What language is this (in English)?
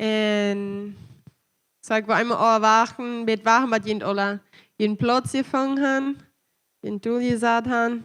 Plautdietsch